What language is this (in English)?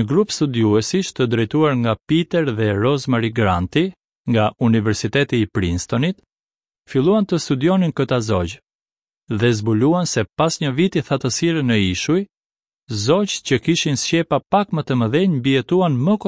Albanian